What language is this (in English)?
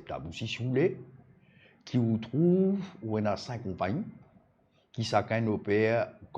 Morisyen